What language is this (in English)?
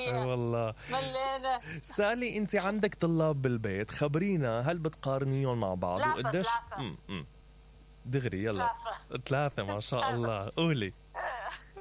Mesopotamian Arabic